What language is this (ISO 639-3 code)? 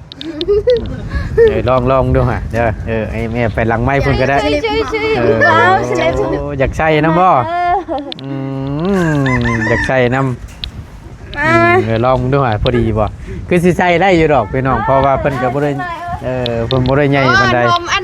tts